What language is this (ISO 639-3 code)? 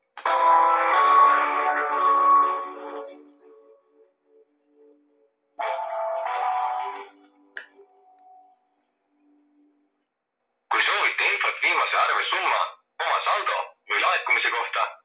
est